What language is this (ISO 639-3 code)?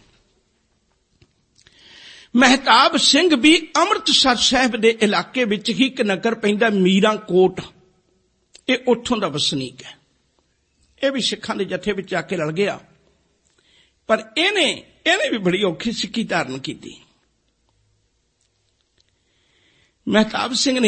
pan